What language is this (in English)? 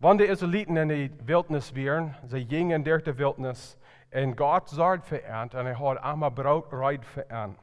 Plautdietsch